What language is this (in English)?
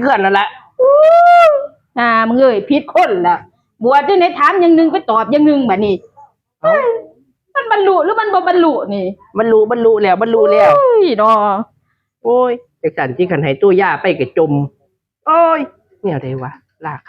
Northeastern Thai